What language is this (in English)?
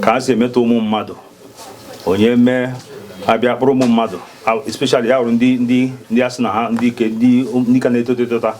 Igbo